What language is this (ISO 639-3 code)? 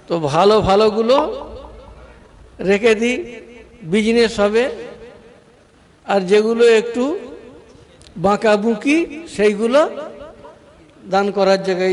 ben